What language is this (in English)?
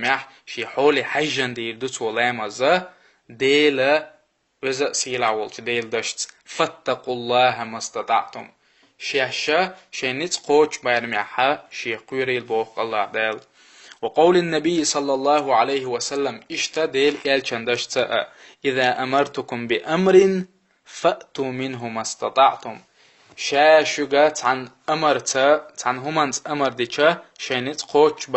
Chechen